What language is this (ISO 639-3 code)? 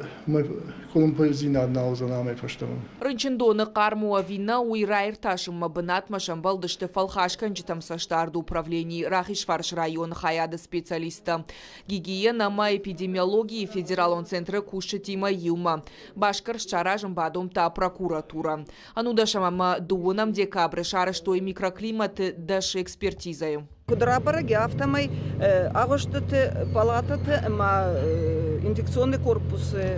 oss